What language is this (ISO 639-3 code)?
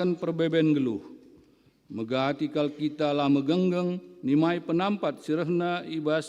btx